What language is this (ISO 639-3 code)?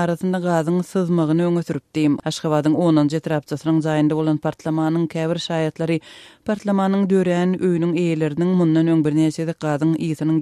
tuk